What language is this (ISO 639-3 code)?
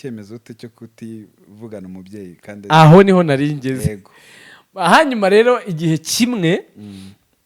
kin